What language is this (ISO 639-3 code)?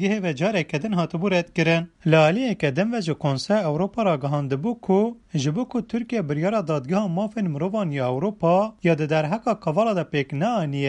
kur